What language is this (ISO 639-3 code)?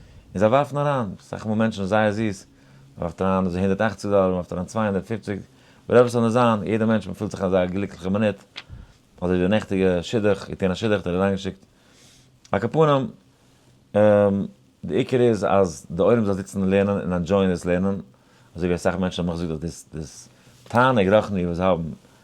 yid